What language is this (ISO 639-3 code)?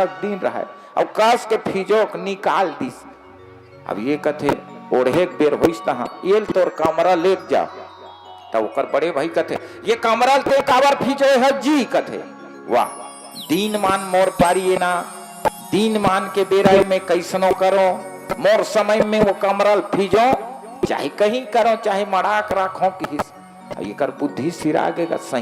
hne